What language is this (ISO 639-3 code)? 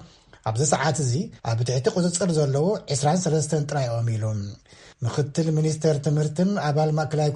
tir